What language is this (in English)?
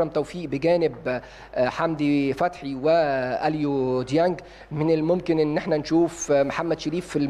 Egyptian Arabic